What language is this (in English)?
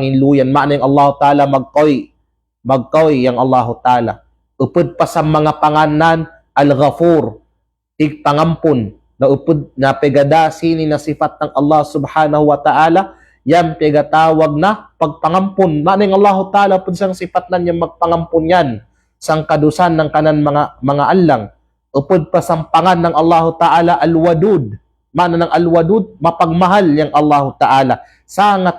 Kalagan